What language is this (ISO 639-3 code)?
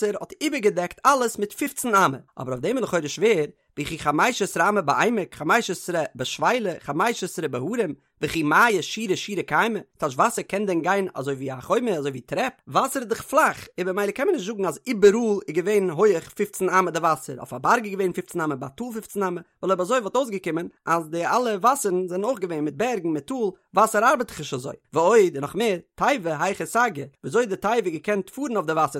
yid